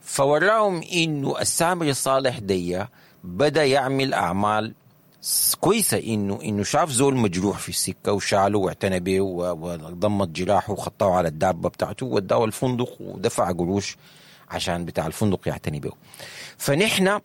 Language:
Sudanese Arabic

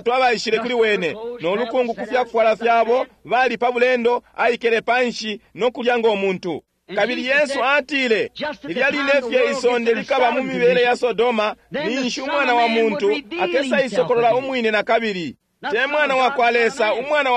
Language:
Bemba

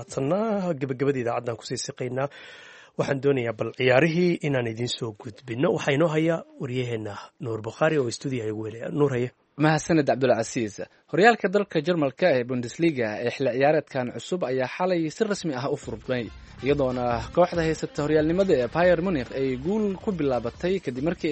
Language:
Somali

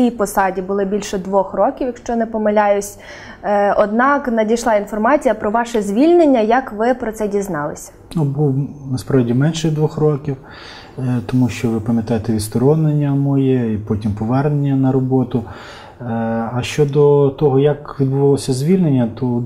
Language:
Ukrainian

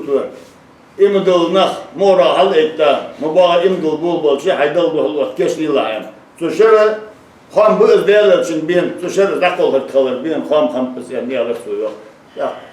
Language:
Ingush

